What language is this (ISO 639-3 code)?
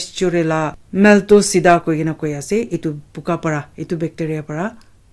nag